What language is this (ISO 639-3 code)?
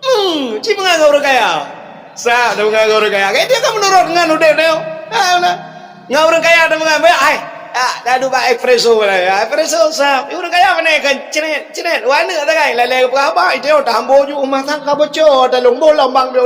ace